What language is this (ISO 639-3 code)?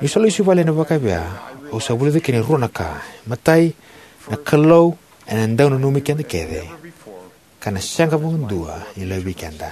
fij